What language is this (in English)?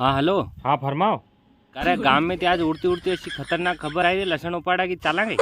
Rajasthani